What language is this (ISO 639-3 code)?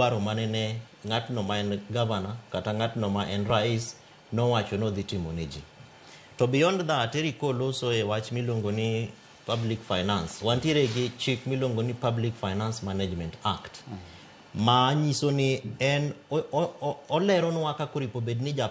luo